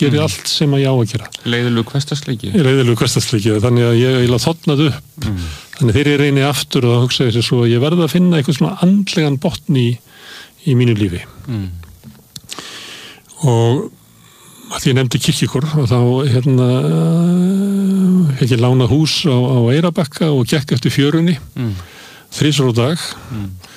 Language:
Icelandic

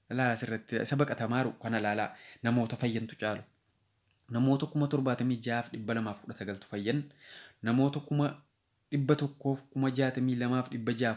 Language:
Oromo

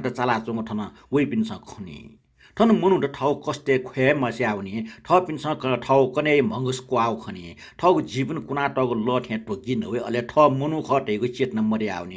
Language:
Newari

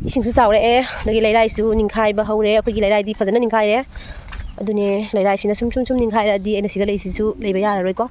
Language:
Manipuri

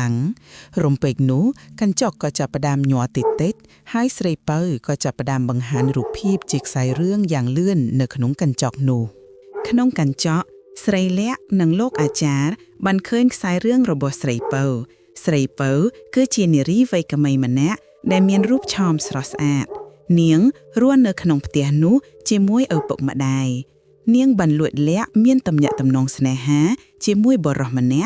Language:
Khmer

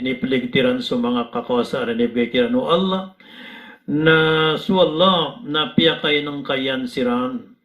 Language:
Maranao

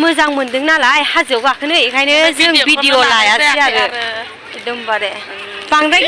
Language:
Bodo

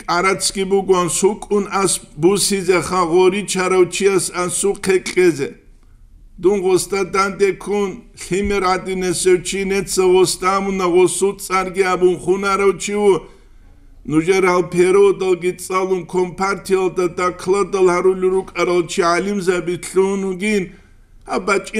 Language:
Avaric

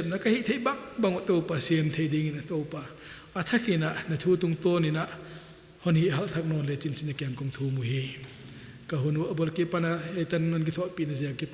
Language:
Paite Chin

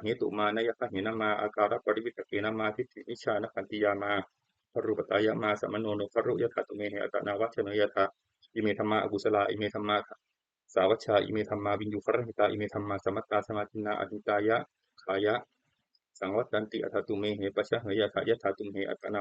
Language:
Pali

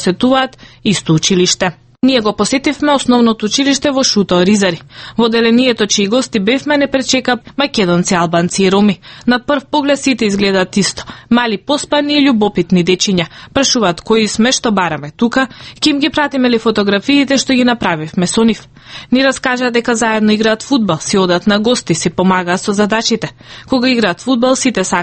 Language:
Macedonian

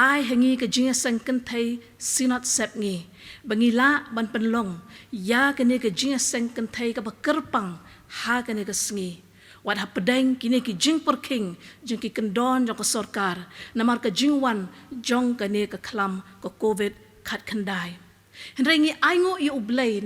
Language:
Khasi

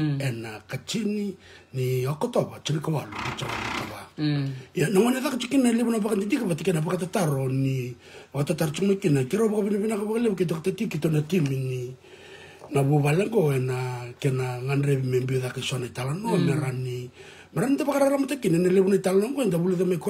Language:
Fijian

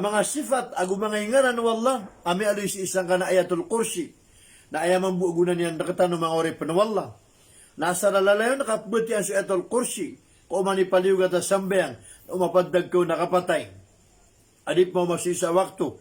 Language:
Maranao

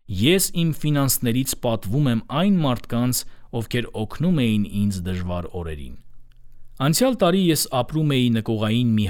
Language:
Armenian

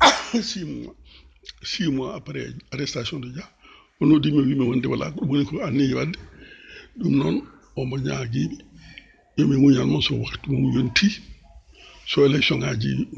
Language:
Fula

